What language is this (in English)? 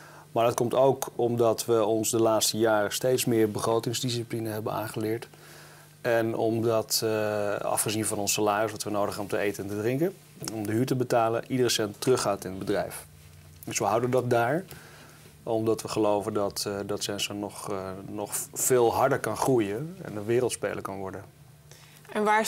Dutch